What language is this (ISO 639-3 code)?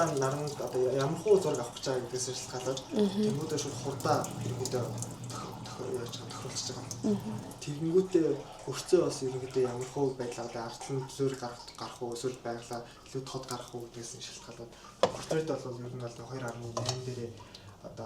mon